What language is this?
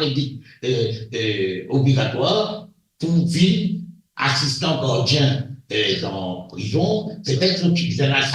Morisyen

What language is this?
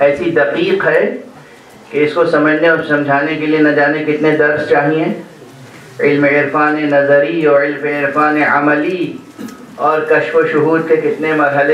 Urdu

